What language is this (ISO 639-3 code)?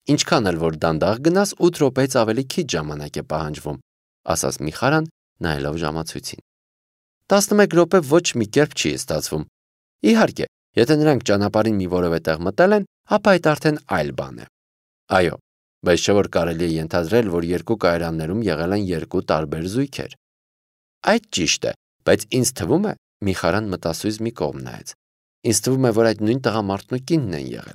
hye